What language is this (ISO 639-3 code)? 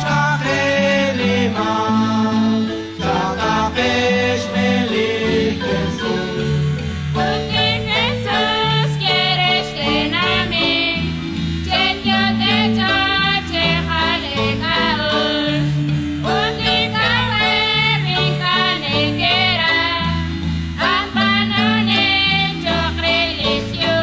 kek